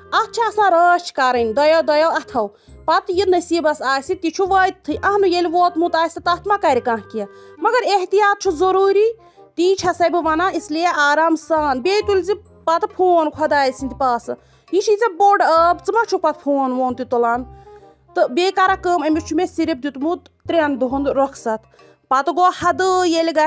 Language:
Kashmiri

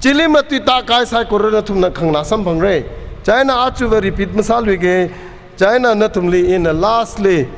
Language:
Tangkhul Naga (India)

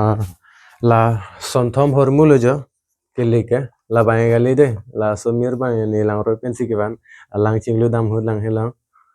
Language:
Karbi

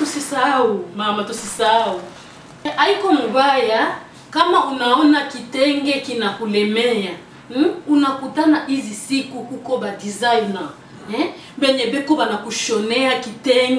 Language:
Swahili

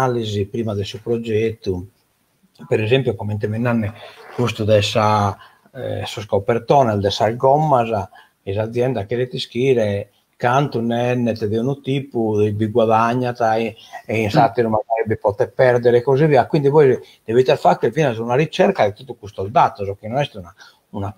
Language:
Sardinian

